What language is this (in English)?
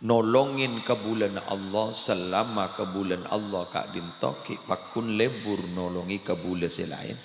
Madurese